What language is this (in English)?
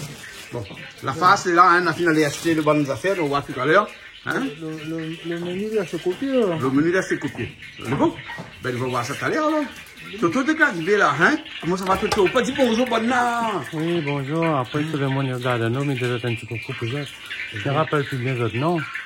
Réunion Creole French